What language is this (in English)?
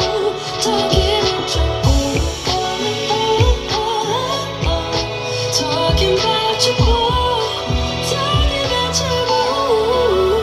Korean